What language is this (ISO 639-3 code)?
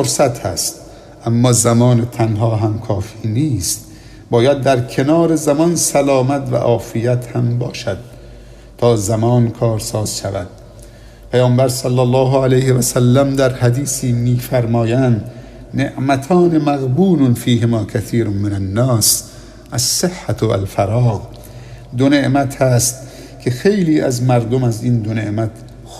fas